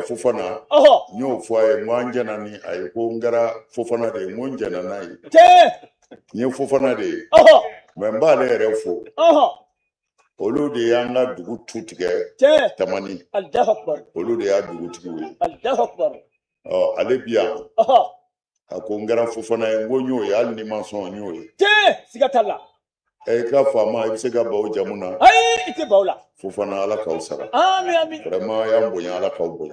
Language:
Bambara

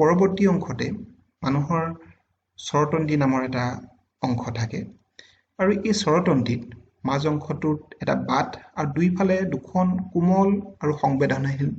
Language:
Assamese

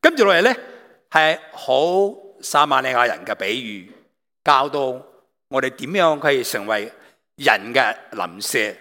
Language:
Cantonese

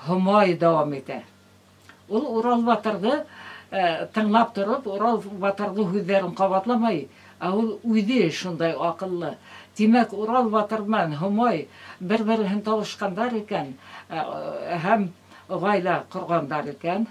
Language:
Bashkir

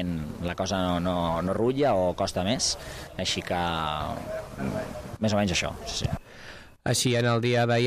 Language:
Catalan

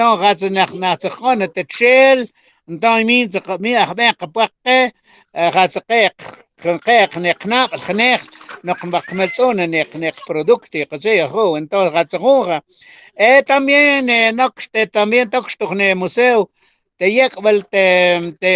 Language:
Mam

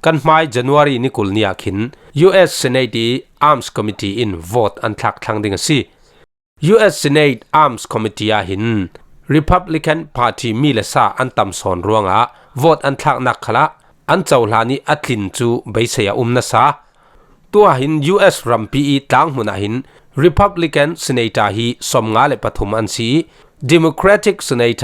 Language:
Falam Chin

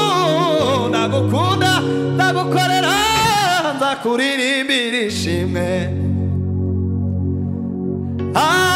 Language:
Kinyarwanda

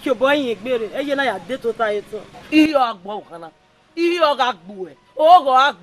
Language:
Bini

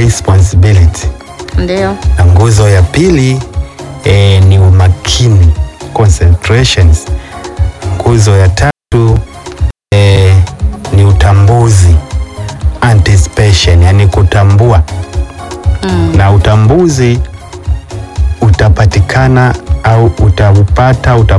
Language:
Swahili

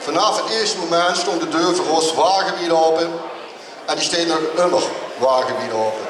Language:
Limburgish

